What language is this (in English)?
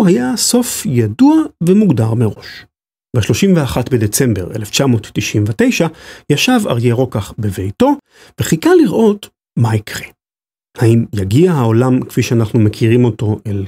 Hebrew